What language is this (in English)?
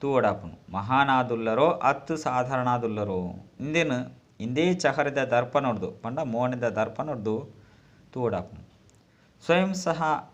Tulu